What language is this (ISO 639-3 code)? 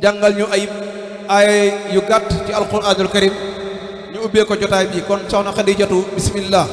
wol